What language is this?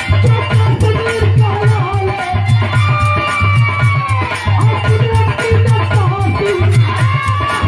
Bhojpuri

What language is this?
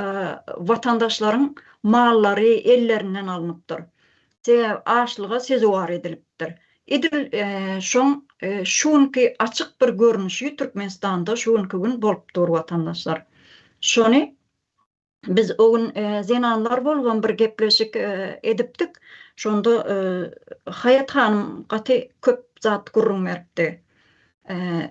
Turkmen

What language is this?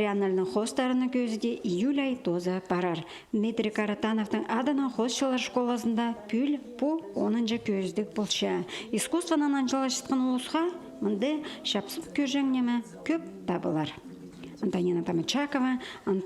Khakas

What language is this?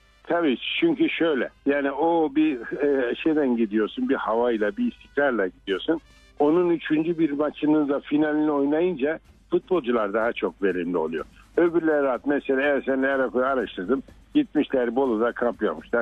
Turkish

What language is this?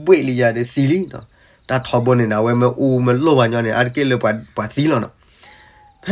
S'gaw Karen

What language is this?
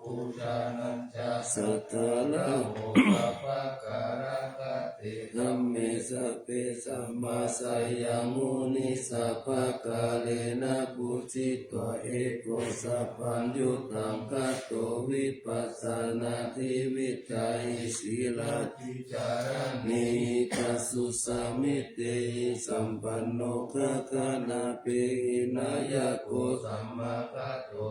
Pali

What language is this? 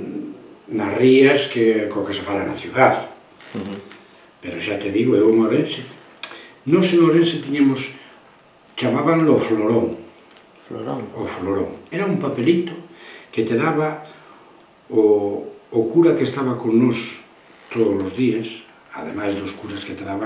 Galician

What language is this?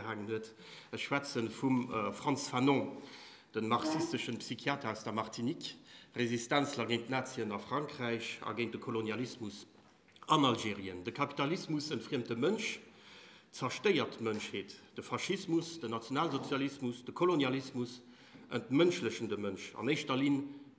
Luxembourgish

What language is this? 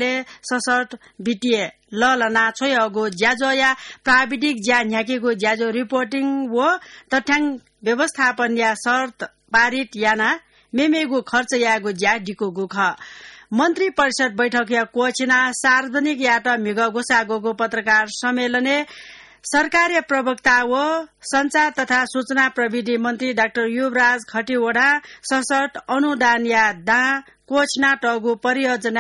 Newari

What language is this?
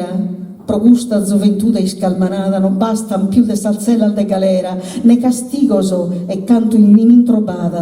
Sardinian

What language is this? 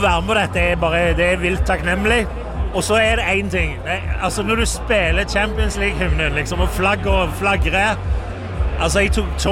Norwegian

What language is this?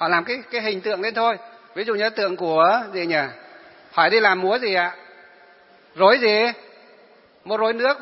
Vietnamese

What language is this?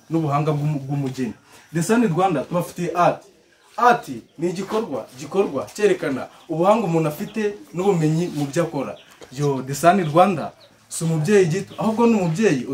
Kinyarwanda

